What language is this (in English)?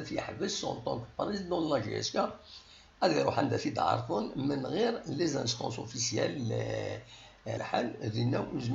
Kabyle